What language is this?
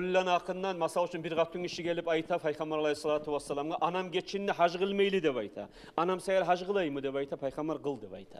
Kumyk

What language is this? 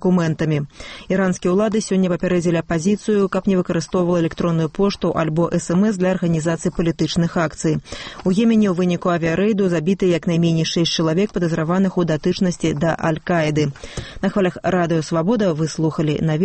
Belarusian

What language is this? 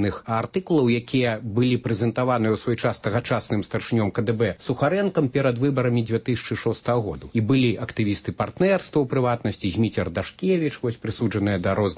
Belarusian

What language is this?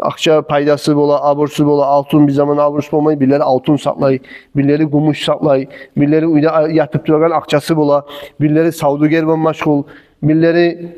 Kumyk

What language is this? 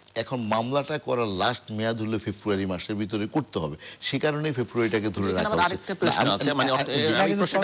Bangla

